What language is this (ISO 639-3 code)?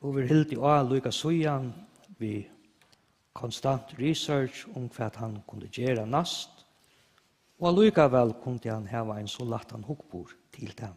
fao